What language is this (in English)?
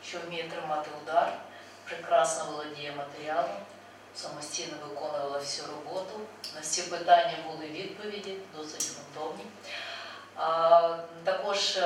Ukrainian